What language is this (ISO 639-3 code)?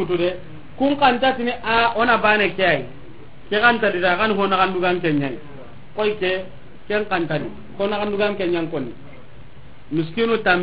snk